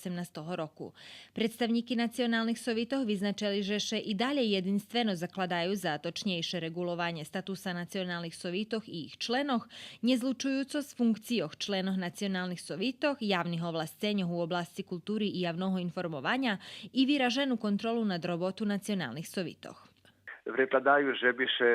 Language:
Rusyn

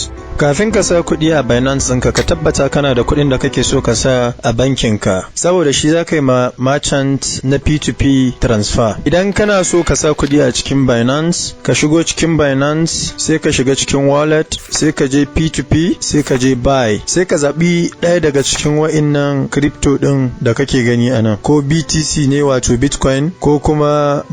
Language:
Hausa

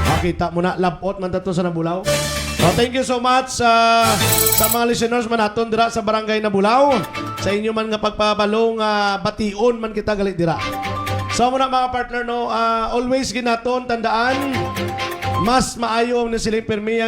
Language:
Hiligaynon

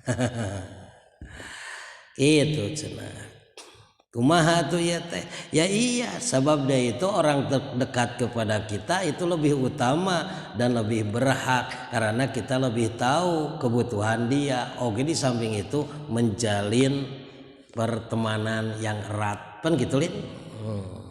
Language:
Sundanese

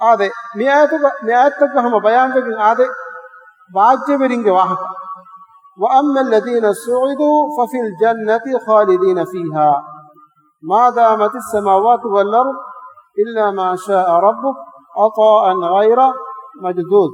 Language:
Divehi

